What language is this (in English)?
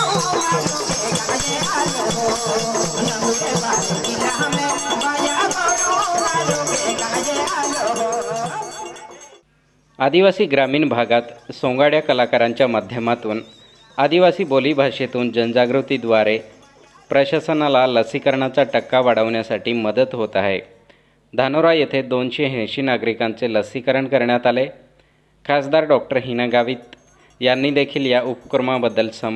Marathi